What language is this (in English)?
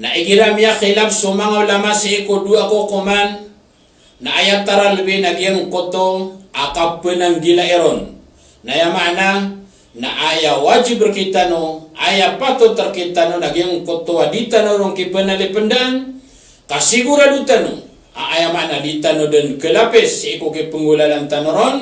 Maranao